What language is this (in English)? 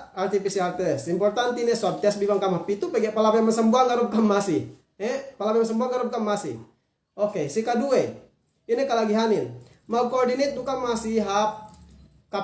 Yakan